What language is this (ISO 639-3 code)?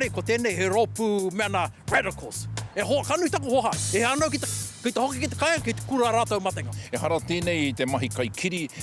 mri